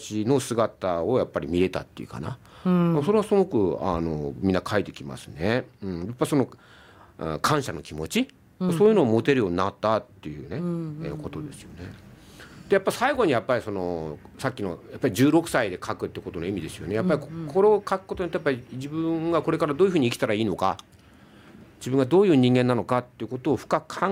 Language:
Japanese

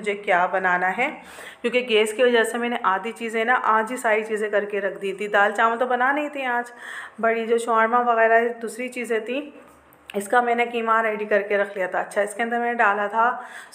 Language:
Hindi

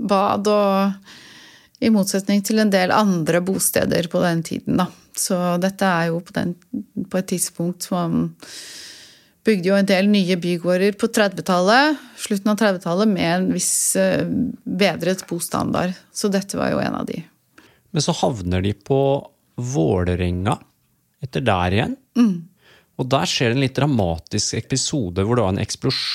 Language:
Norwegian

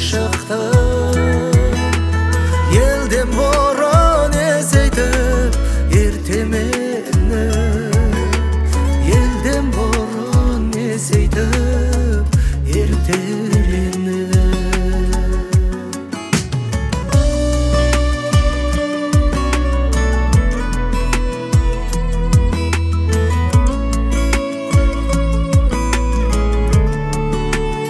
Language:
Kazakh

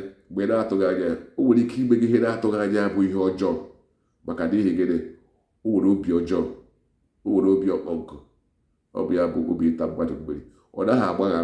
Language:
Igbo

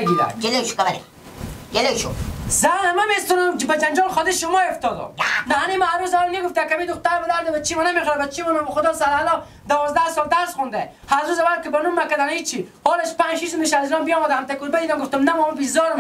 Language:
Persian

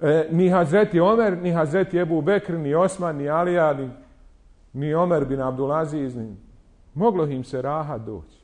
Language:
Bosnian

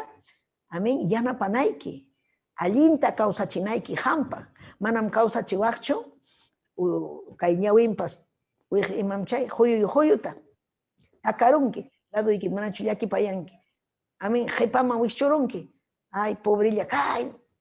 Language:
Ayacucho Quechua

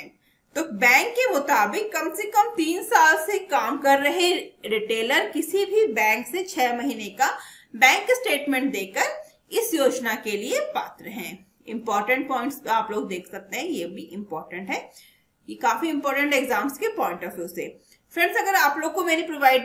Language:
Hindi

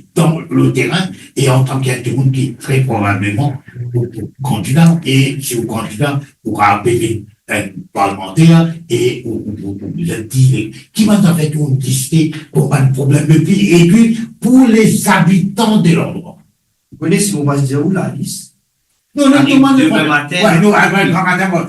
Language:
Morisyen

